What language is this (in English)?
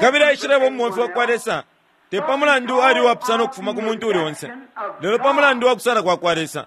Bemba